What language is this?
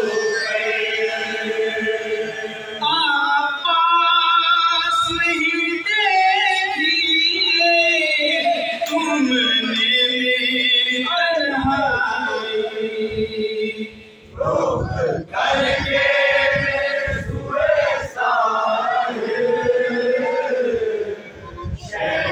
Hindi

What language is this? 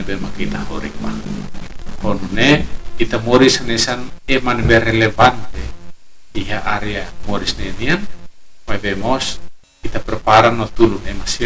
Tetum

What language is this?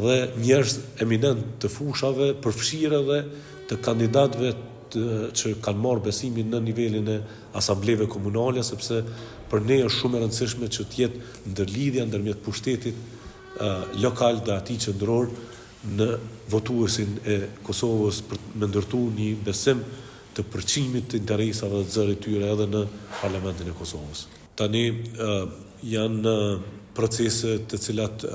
Albanian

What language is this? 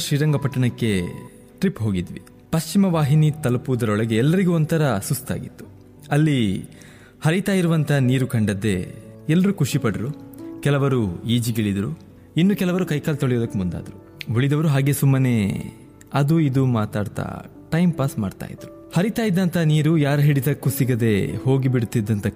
Kannada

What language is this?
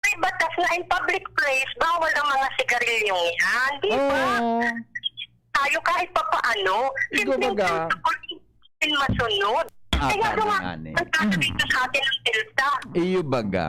Bikol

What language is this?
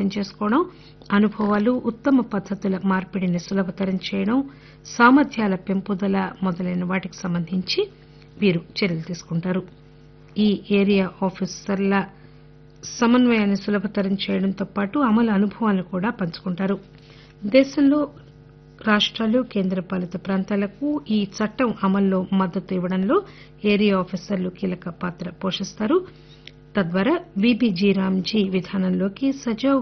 Telugu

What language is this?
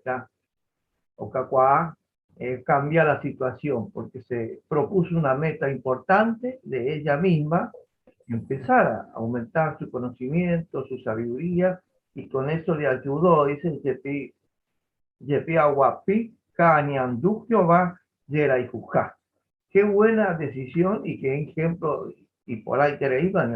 Guarani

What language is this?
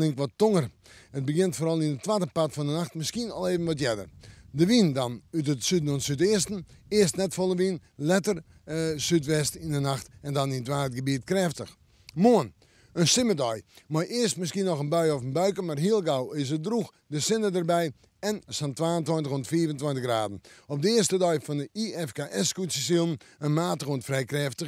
Western Frisian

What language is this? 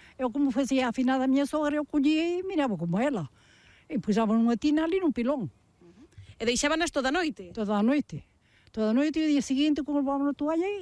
Galician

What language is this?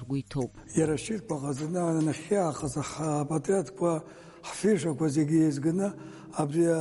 Abkhazian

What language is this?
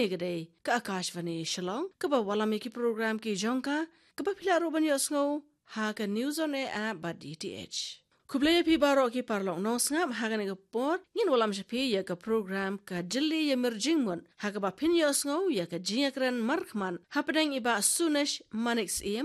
Khasi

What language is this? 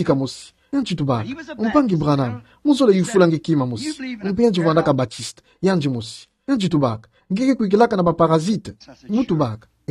Kituba (Democratic Republic of Congo)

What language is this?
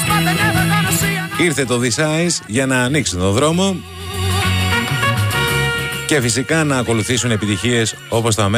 Greek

